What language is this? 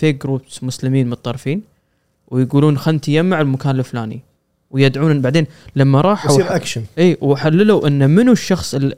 Gulf Arabic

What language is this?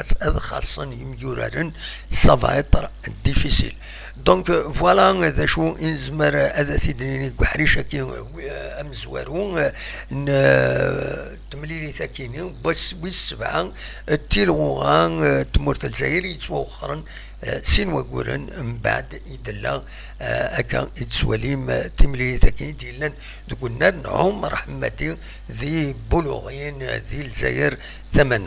Kabyle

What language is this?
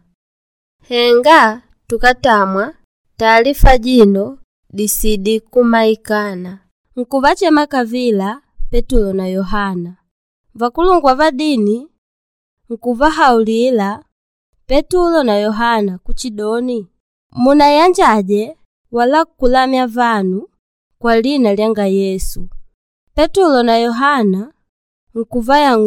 Makonde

